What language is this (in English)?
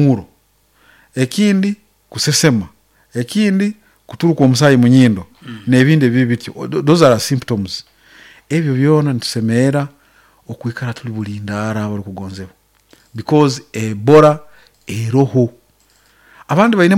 Nyankole